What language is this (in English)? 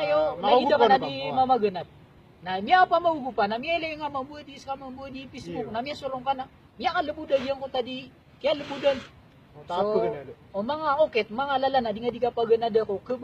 Maranao